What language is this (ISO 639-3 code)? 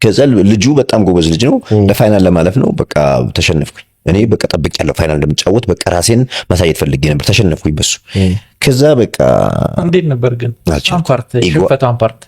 amh